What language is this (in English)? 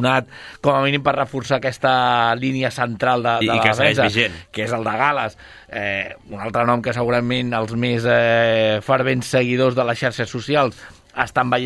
Catalan